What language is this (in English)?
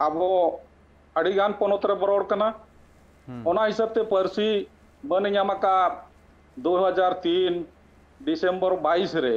Santali